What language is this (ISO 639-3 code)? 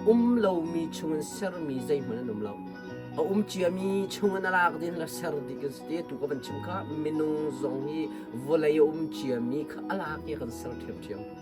cnh